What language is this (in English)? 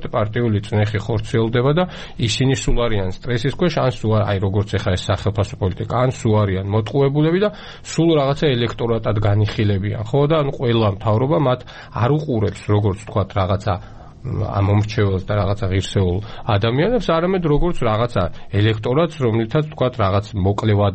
Georgian